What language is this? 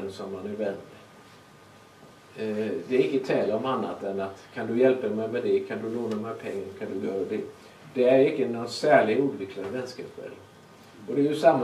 Swedish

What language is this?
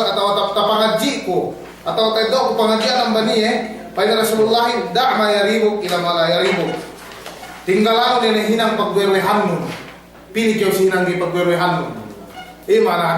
Yakan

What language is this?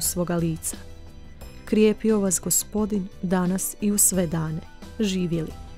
Croatian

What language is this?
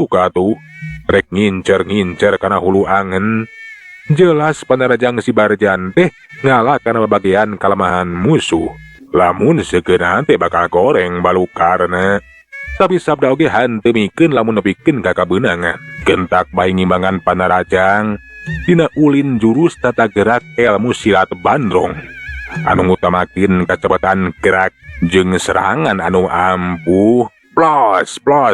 Sundanese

